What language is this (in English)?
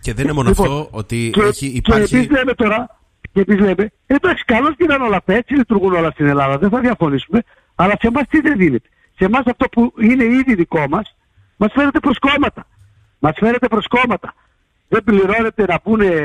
Greek